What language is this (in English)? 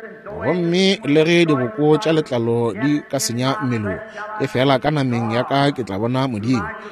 Northern Sotho